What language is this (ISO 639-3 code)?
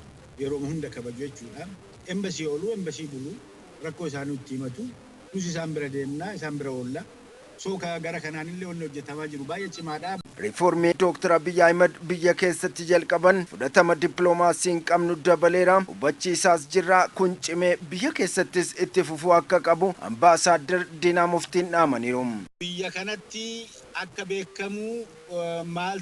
orm